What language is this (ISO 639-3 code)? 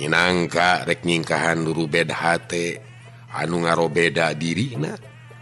sun